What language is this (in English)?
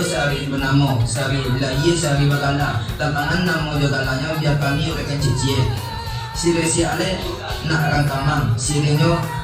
Minangkabau